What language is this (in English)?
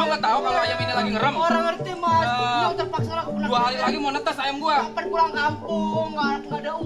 Betawi